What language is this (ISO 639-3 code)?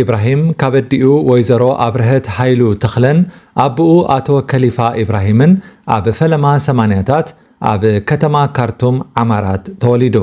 tir